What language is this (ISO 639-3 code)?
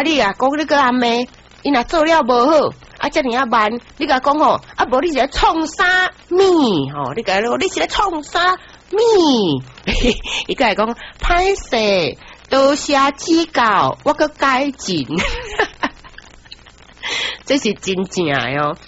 nan